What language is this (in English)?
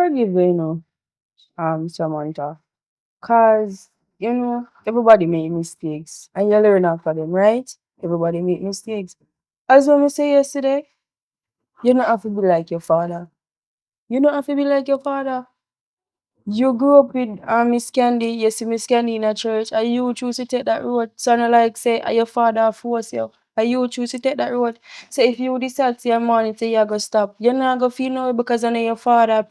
Jamaican Creole English